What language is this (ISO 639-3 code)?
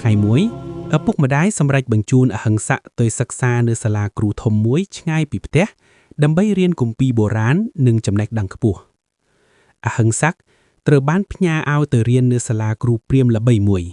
khm